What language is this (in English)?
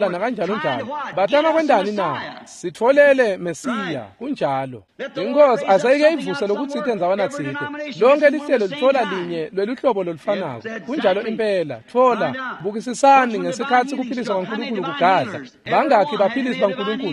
Swati